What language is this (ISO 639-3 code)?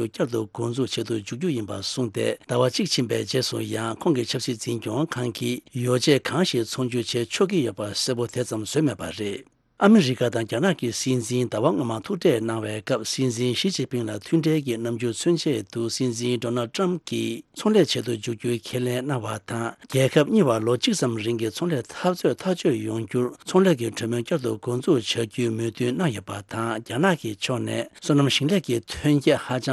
bod